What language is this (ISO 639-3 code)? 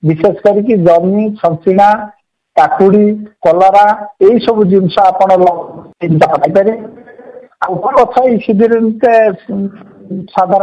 ori